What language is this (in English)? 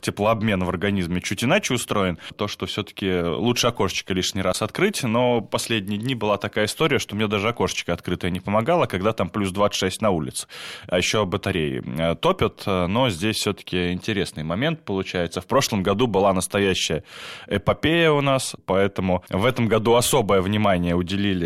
Russian